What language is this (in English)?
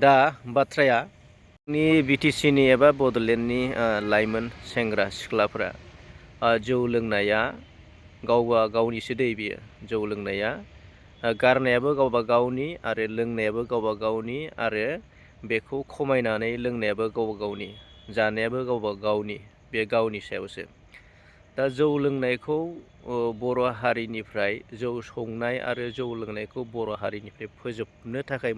Bodo